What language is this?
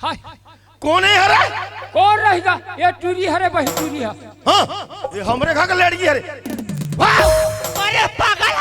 Chhattisgarhi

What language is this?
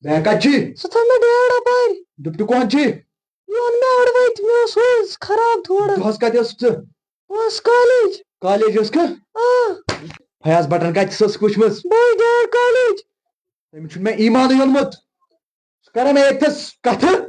Kashmiri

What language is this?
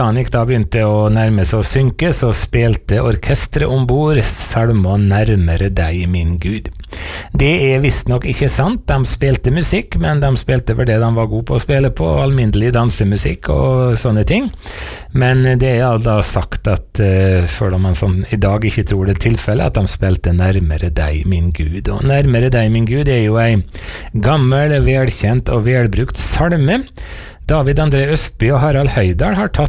Norwegian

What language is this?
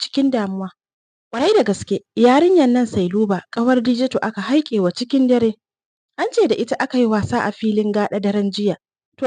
Hausa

